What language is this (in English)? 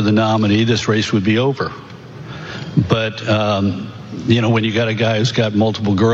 English